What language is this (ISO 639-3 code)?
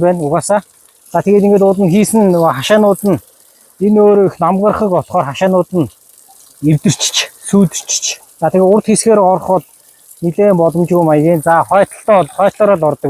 mon